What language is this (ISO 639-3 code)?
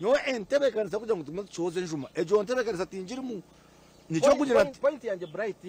nyn